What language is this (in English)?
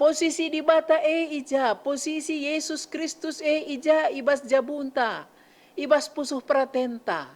Batak Karo